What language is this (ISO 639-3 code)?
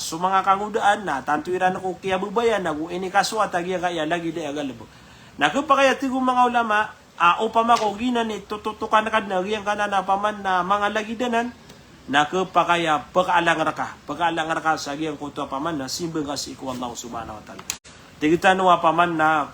mrw